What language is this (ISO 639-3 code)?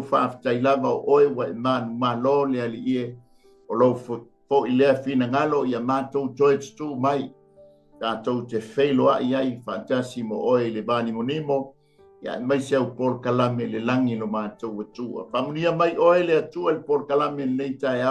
smo